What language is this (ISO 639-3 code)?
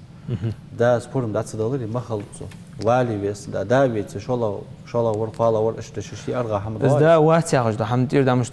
inh